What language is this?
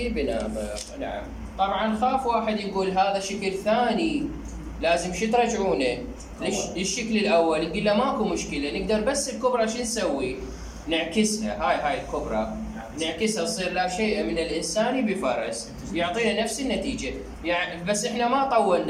Mesopotamian Arabic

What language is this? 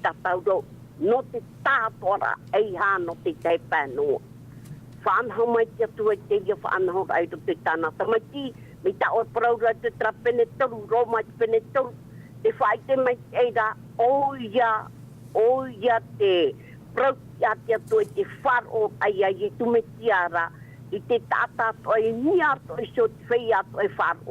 Tahitian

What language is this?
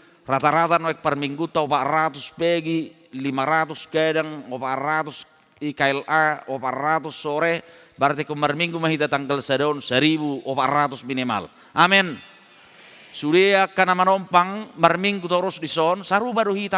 Batak Toba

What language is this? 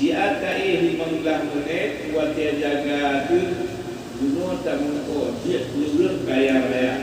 Achinese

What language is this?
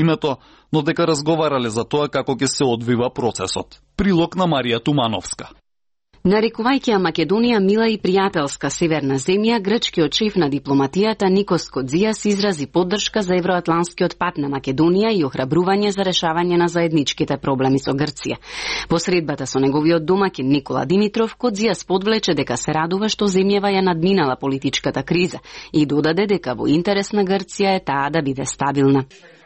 Macedonian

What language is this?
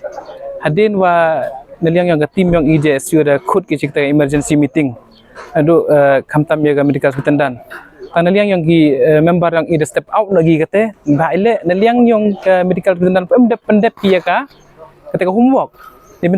Pnar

